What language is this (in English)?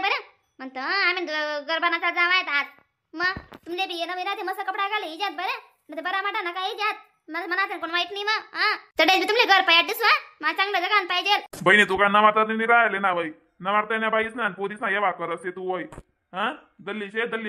Khandesi